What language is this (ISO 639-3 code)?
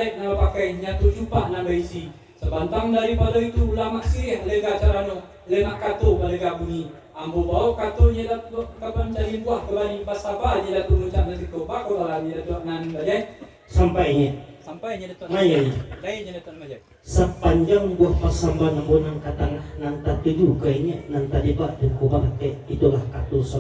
min